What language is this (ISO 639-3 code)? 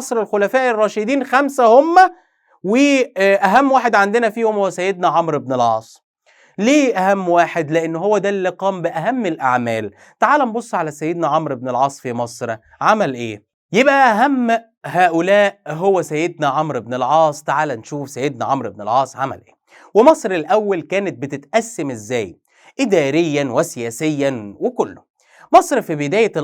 arz